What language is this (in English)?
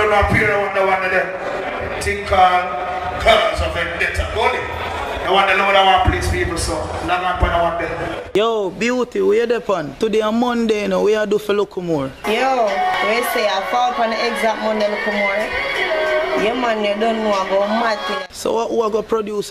Jamaican Creole English